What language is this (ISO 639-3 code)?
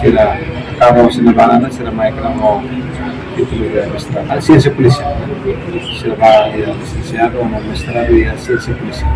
tet